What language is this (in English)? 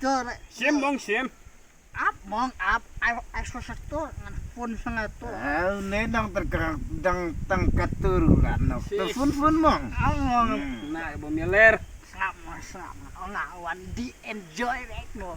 Khasi